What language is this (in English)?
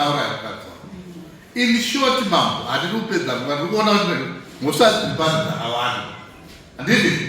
Shona